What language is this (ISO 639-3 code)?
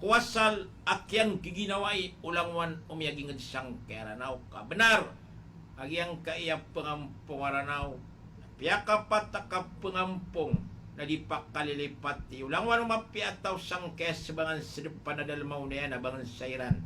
mrw